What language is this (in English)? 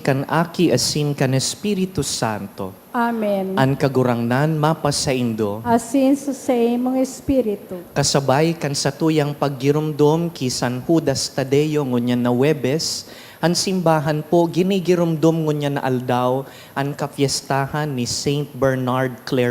Bikol